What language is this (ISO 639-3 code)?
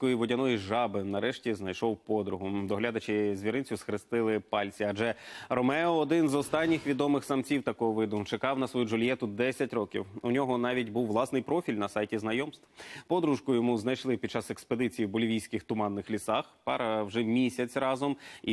ukr